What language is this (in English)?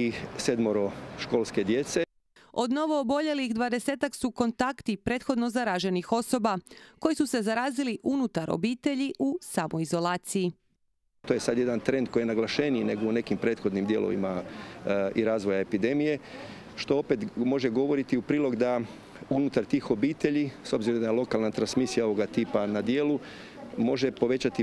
Croatian